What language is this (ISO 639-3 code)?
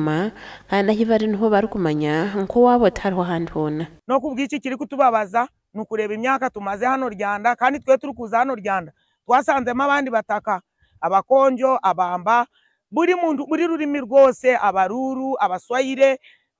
nyn